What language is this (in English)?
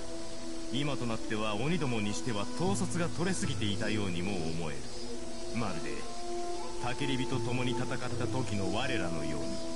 Japanese